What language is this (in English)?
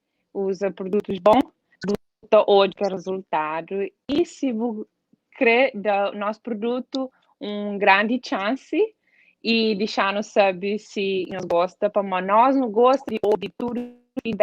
Kabuverdianu